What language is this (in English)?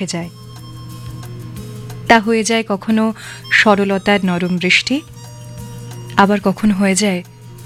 Bangla